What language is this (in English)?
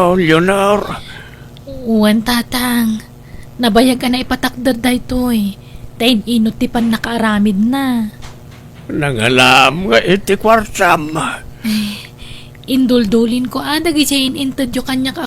Iloko